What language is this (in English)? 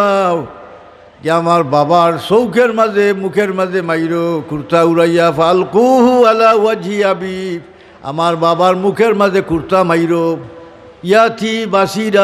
Sylheti